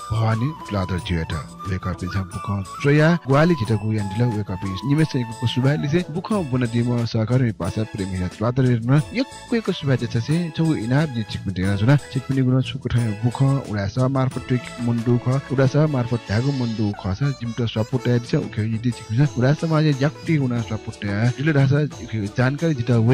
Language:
Newari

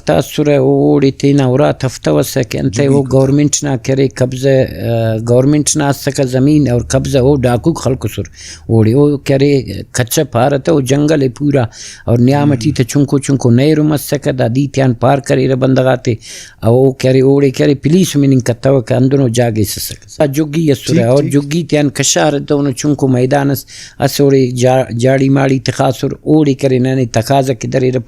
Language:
Brahui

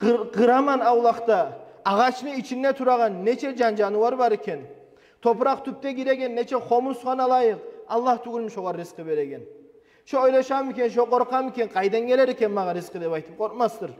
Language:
Kumyk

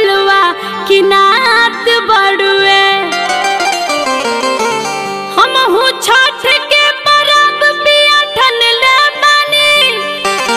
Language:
Bhojpuri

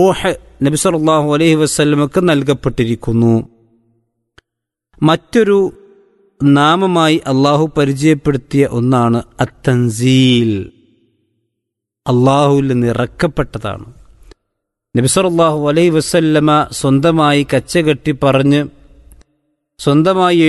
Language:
Malayalam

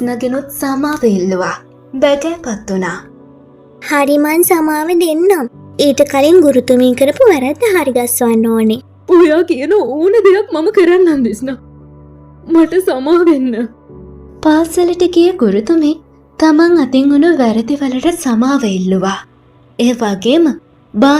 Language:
Sinhala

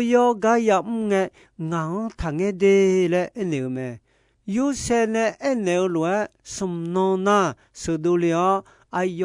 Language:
Akha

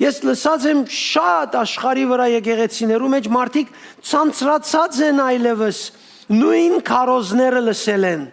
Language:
Western Armenian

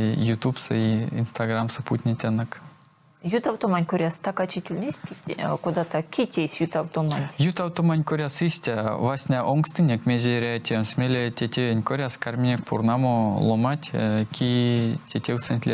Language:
Erzya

